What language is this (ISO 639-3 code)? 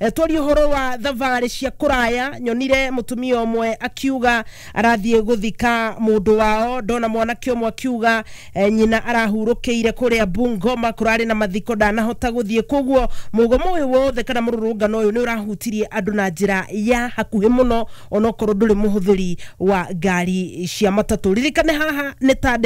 kik